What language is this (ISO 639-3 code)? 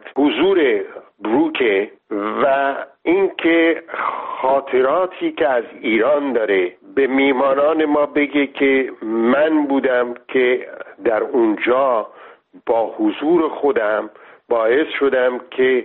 fas